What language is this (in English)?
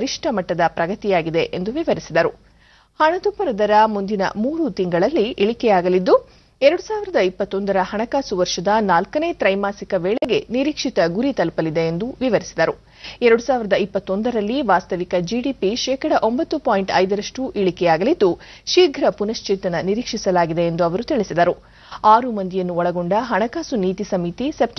Kannada